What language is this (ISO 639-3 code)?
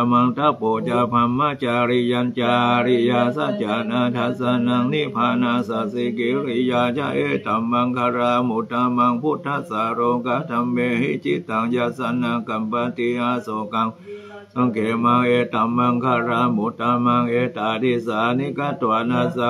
pli